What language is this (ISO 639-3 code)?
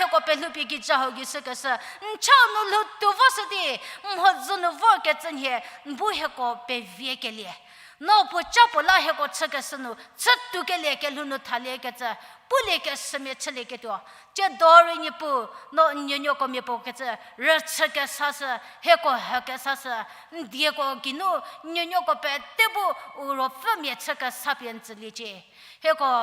njm